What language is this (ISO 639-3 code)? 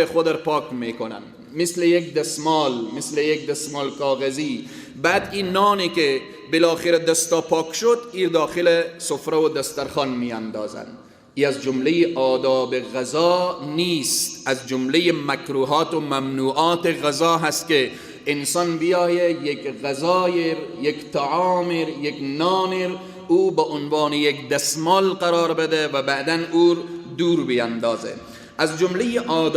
fas